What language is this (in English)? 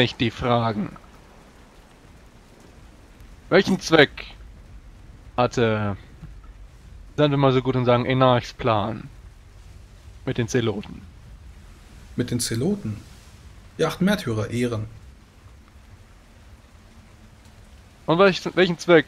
German